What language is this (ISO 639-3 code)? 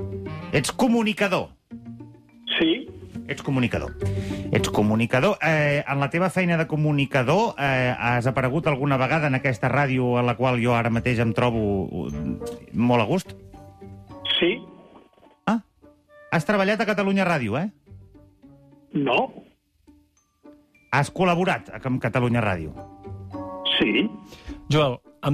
cat